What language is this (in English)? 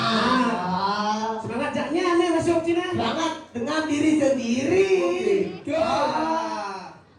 Balinese